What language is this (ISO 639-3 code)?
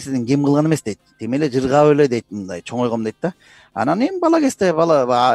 kir